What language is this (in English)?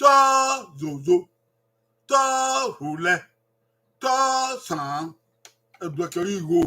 Bini